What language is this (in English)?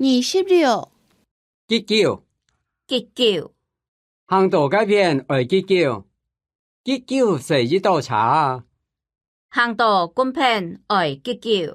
Hakka Chinese